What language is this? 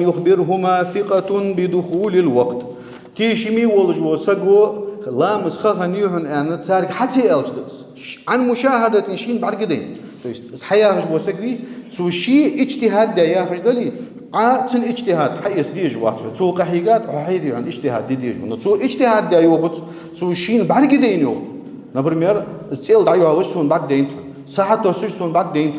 Ingush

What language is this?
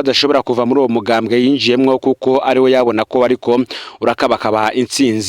Rundi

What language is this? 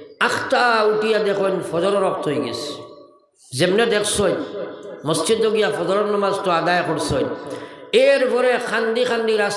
Sylheti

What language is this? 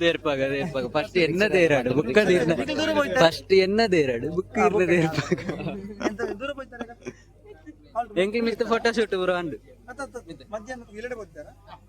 Tulu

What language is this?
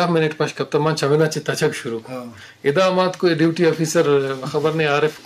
Eastern Balochi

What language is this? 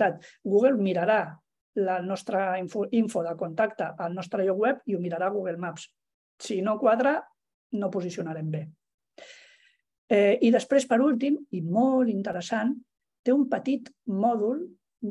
Catalan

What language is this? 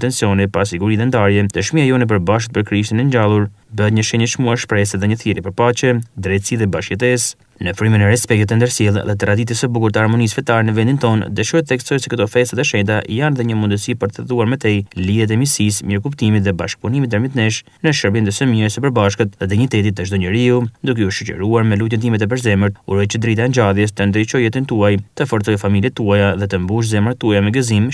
Albanian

